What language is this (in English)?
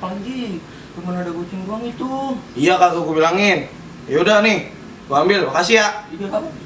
Betawi